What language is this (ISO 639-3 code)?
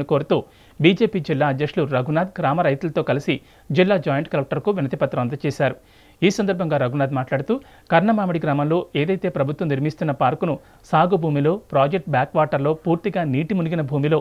tel